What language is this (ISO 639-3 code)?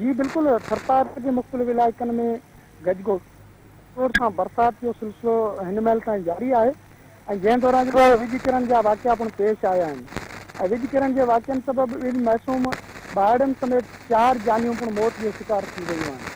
snd